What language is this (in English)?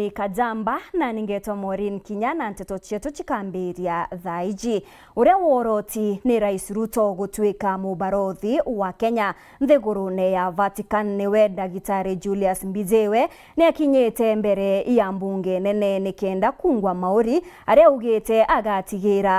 Meru